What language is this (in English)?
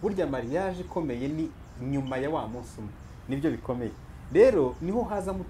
Kinyarwanda